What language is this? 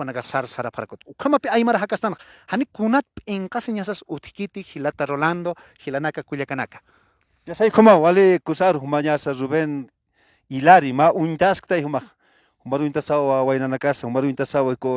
Aymara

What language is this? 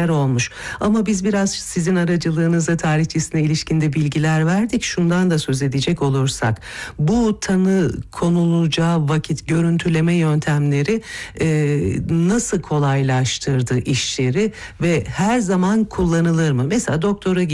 Turkish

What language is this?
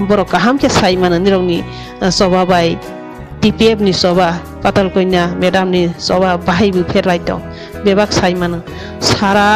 Riang (India)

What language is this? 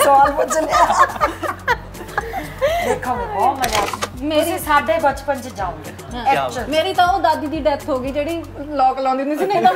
Punjabi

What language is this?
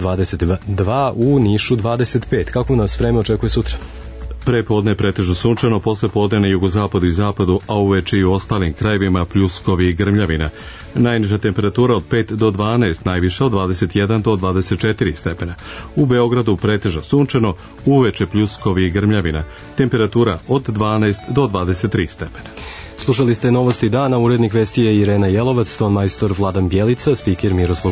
Serbian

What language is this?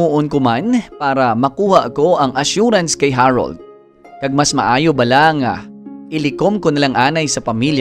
Hiligaynon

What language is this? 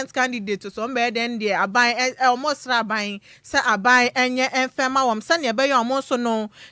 Akan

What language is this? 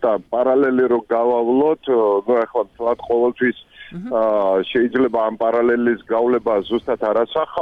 Georgian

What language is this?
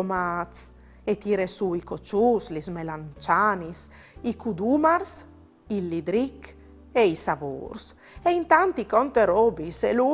Friulian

